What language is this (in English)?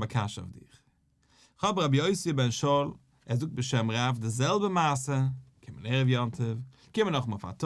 Yiddish